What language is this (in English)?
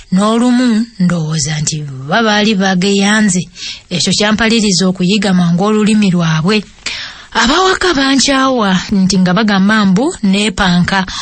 Ganda